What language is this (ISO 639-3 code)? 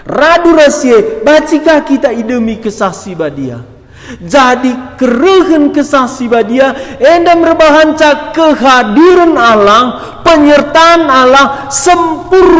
btx